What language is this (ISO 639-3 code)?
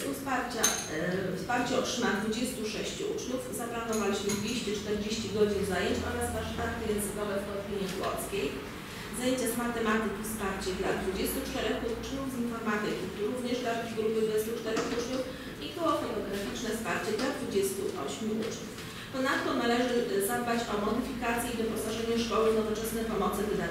pol